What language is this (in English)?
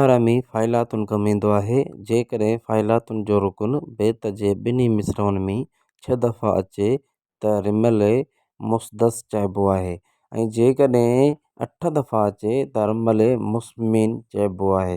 Sindhi